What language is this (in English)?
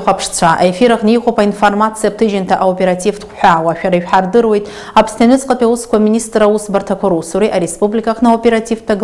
Abkhazian